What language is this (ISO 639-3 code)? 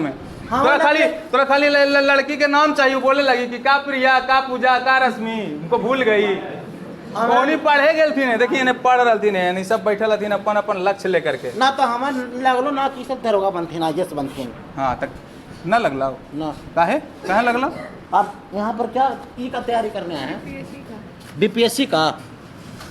mag